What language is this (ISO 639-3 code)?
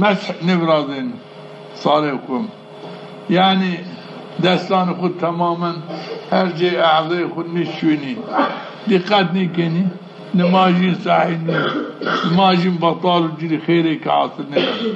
zza